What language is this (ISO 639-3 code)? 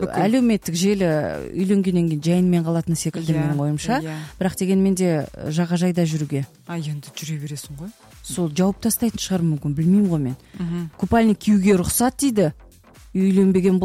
kaz